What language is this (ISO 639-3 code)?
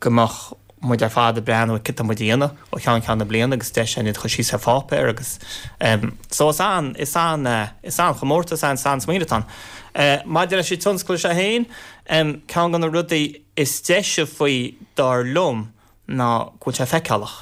gle